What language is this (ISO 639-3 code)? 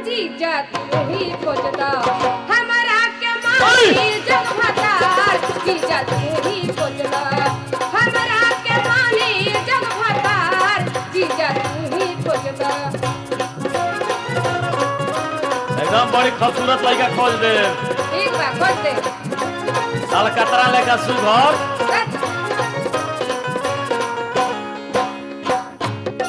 bho